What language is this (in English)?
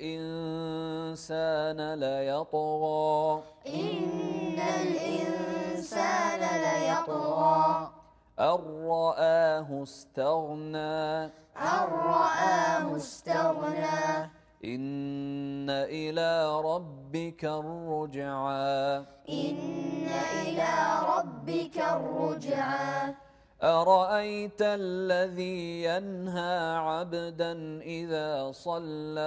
Arabic